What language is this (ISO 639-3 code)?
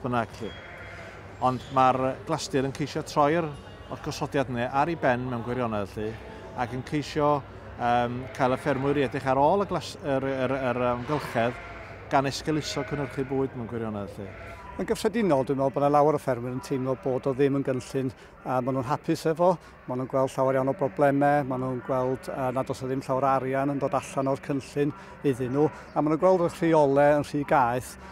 cym